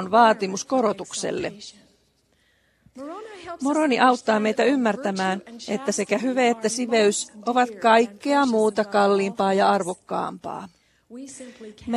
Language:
Finnish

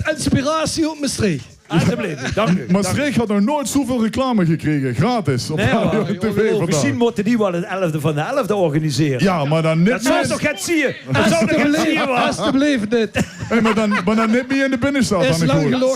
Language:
Limburgish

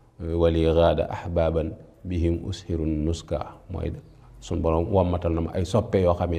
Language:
Wolof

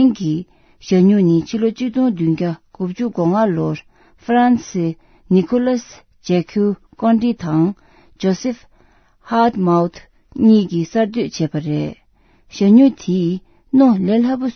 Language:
Tibetan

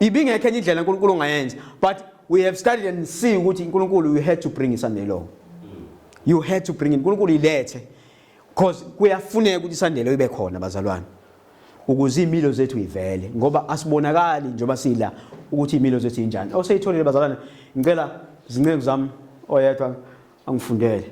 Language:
Zulu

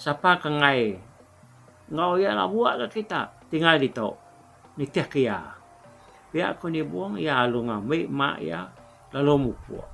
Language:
Iban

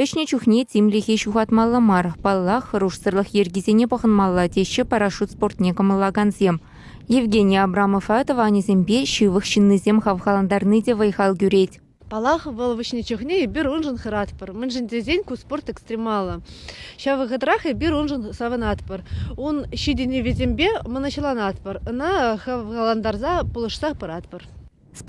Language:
Chuvash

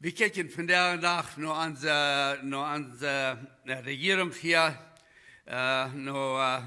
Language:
Plautdietsch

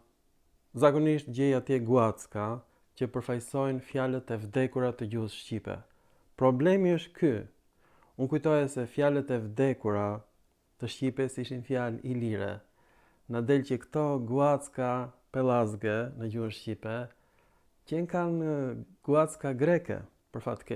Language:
Albanian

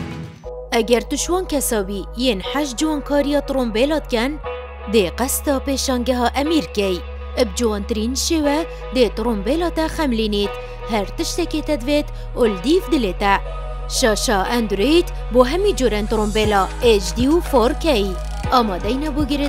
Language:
Kurdish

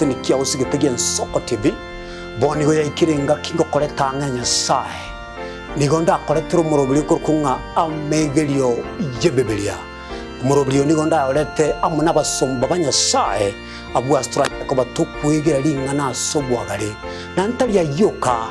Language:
Gusii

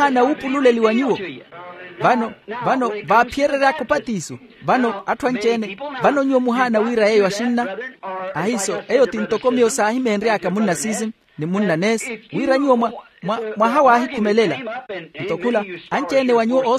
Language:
Makhuwa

